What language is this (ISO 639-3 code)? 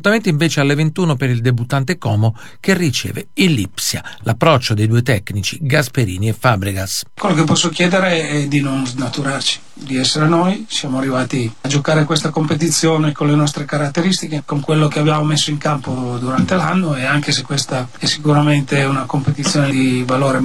ita